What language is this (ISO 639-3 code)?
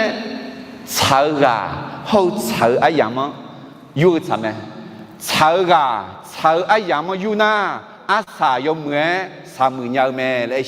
ahk